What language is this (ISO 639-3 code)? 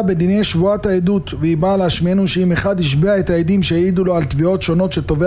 heb